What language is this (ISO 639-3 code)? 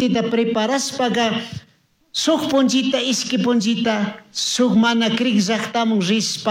qug